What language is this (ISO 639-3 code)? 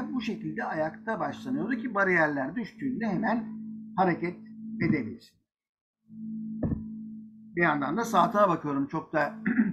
tur